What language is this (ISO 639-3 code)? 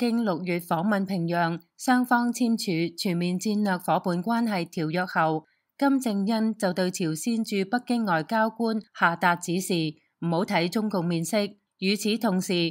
yue